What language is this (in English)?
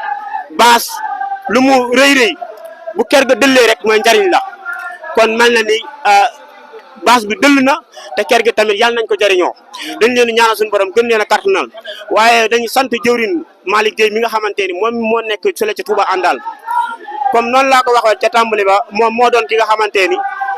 Wolof